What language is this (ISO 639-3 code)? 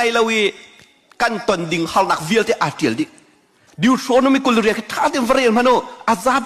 cnh